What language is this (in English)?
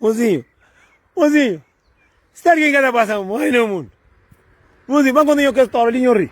Kabuverdianu